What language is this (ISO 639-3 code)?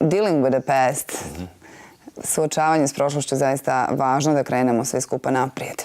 bos